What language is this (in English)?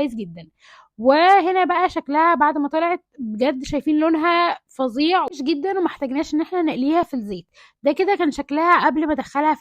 Egyptian Arabic